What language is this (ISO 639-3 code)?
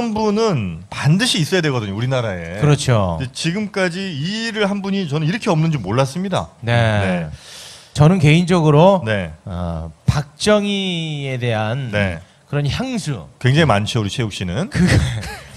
kor